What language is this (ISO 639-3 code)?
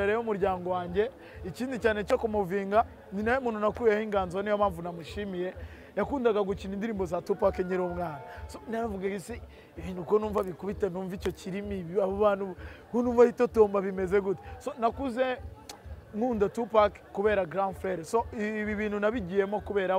kin